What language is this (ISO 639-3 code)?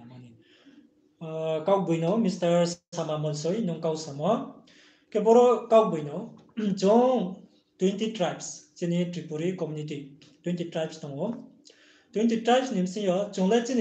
ria